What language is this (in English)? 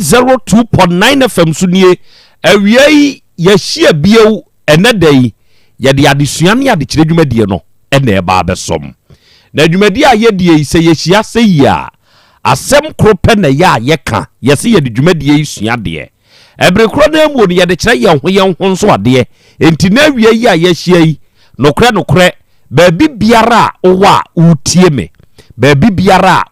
Akan